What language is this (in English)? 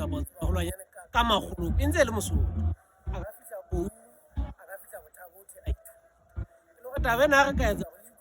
Southern Sotho